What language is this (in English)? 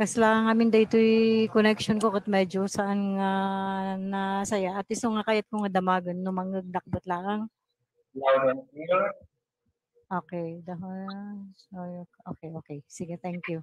Iloko